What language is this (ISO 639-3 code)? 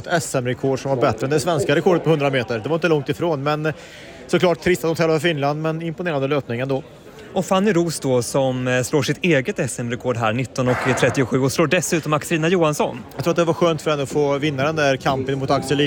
swe